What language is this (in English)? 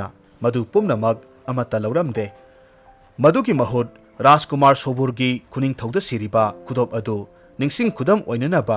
Manipuri